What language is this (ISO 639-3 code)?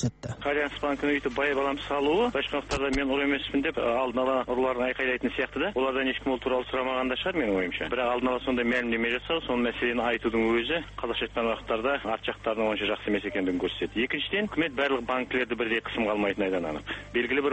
kaz